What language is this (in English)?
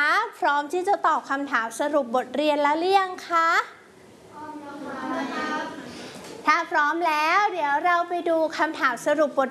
Thai